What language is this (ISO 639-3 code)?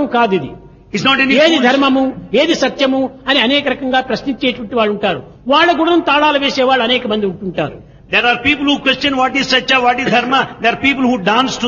tel